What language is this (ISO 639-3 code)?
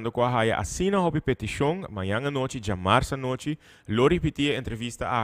pap